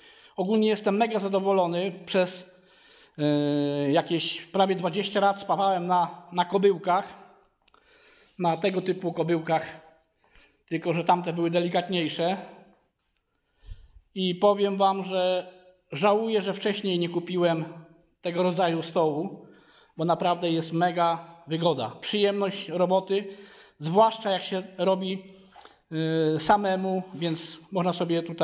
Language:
Polish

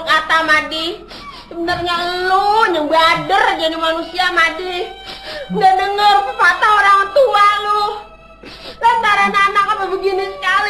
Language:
Betawi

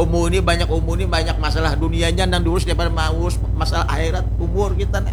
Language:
Banjar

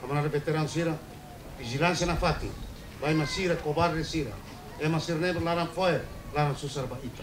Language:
Tetum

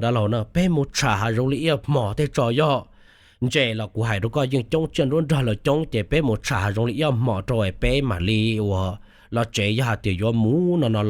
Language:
Hmong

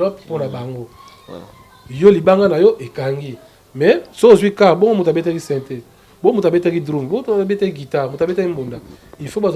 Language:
Lingala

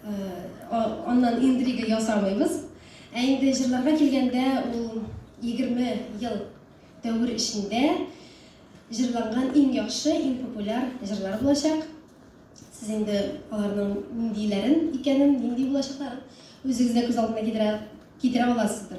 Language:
Tatar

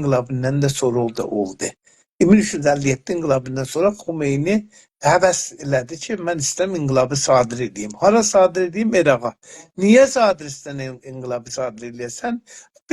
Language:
South Azerbaijani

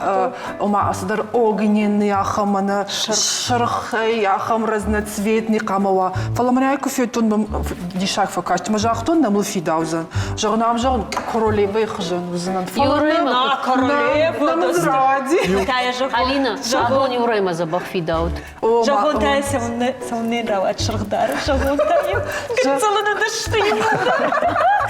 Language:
Ossetic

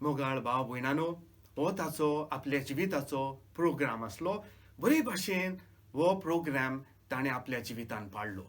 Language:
Konkani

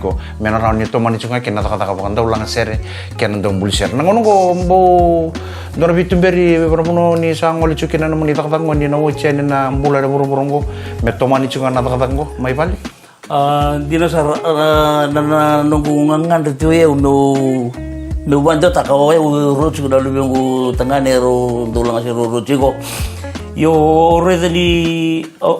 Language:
Fijian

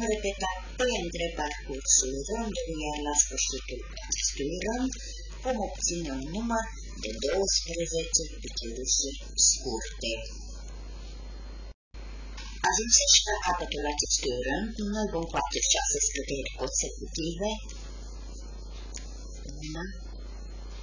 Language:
Romanian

